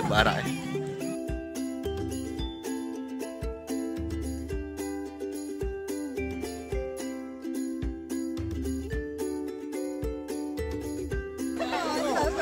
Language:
Malay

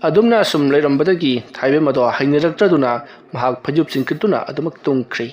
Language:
Manipuri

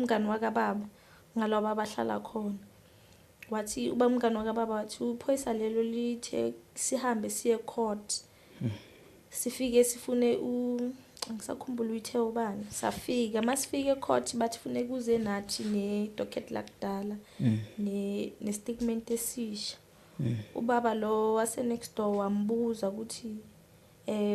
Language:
Zulu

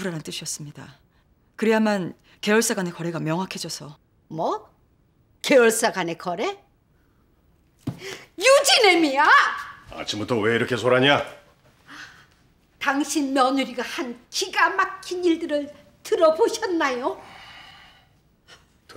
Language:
Korean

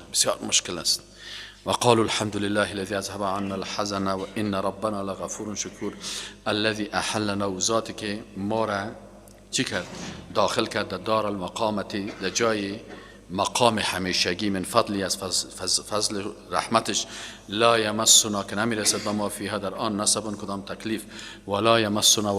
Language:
Persian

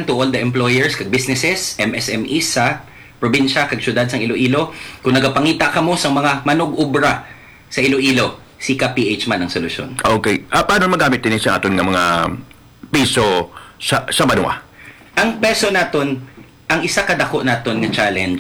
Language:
Hiligaynon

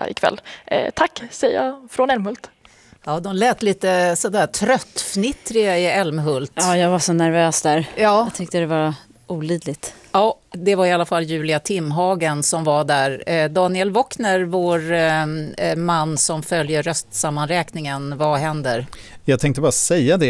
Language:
Swedish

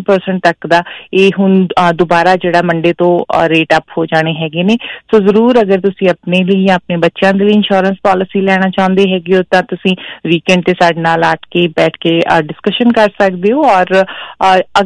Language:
Punjabi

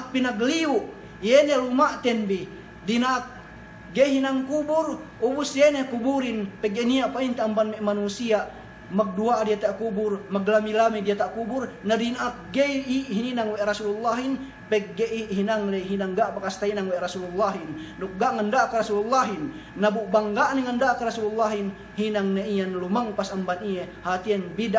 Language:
Yakan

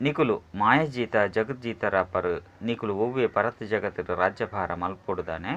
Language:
Tulu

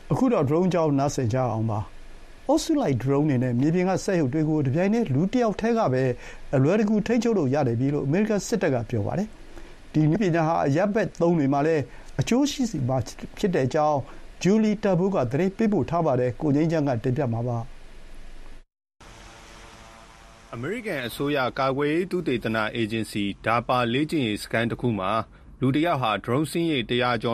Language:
Burmese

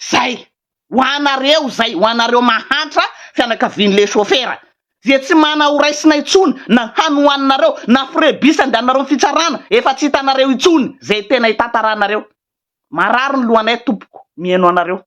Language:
Malagasy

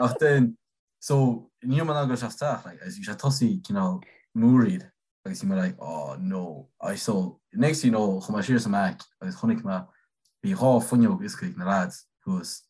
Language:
Irish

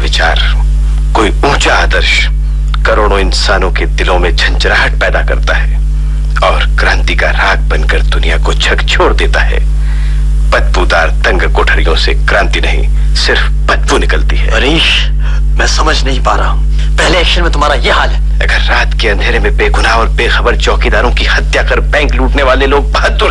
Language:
Hindi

